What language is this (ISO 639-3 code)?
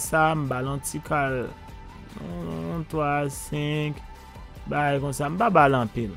hat